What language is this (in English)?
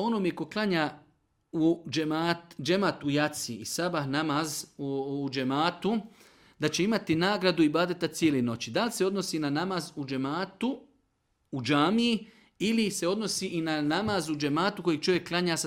Bosnian